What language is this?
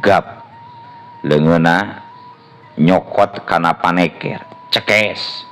Sundanese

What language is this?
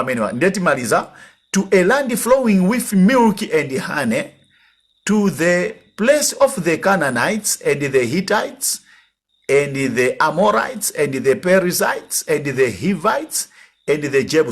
Nyanja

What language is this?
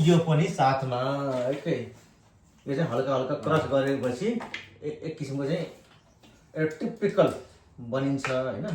Nepali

